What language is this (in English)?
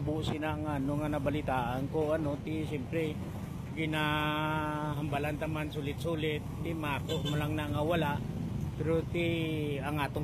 Hiligaynon